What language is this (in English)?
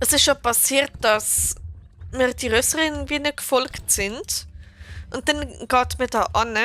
Swiss German